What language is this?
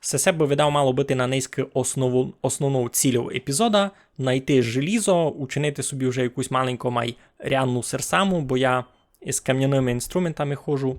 Rusyn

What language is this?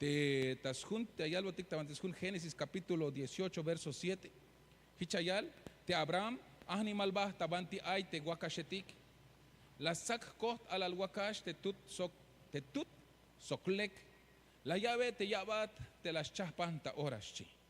Tzeltal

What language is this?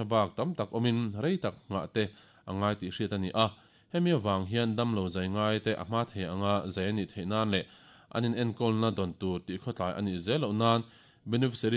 Mizo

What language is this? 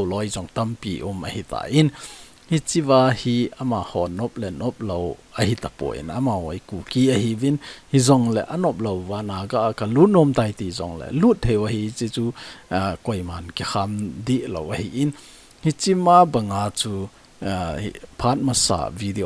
Thado Chin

